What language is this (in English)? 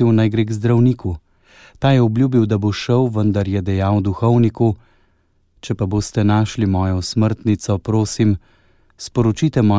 Slovenian